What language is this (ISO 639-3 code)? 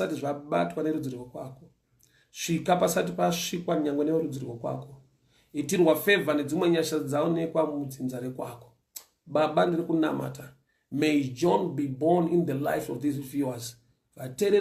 sna